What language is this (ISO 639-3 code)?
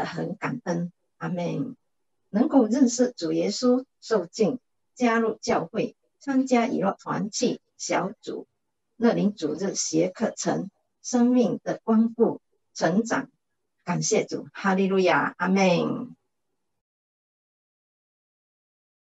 zho